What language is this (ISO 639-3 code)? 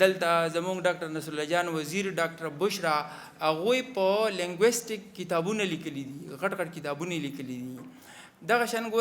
pus